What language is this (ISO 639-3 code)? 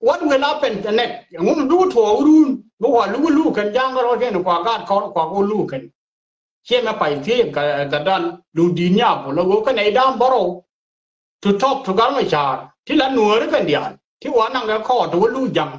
nus